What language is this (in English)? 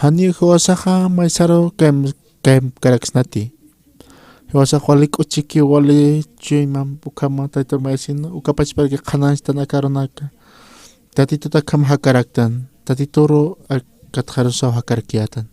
Aymara